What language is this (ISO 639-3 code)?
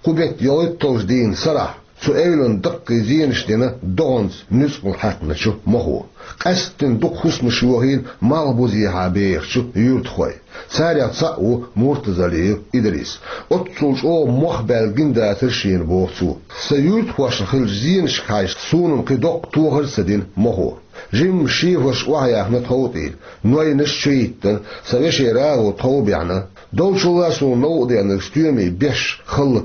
che